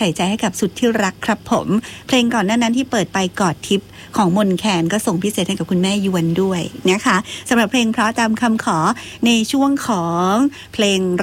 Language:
Thai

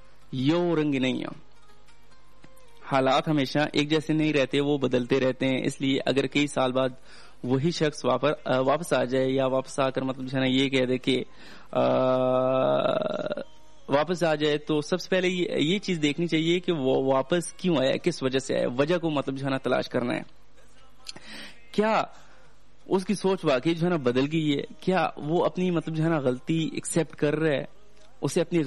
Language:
Urdu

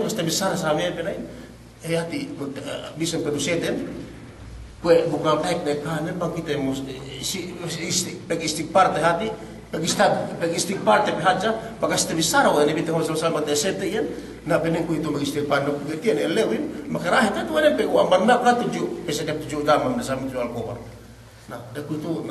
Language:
Yakan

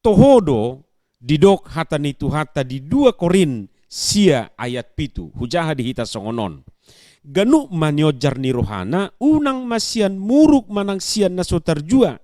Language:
Batak Toba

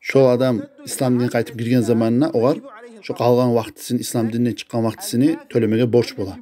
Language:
Kumyk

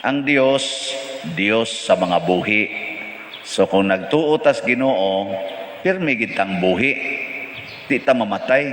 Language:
Cebuano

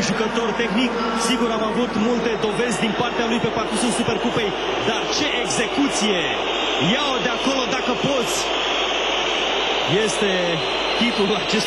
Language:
Romanian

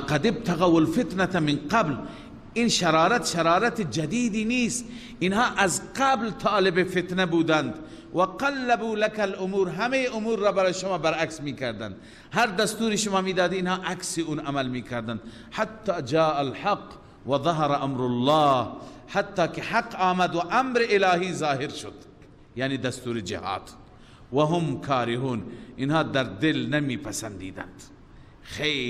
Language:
Persian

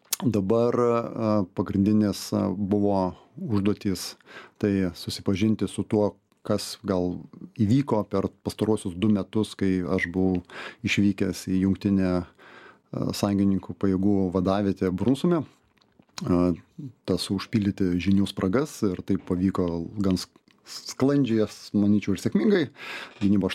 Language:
Lithuanian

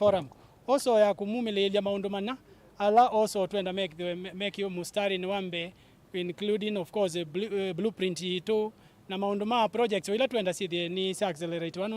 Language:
Kamba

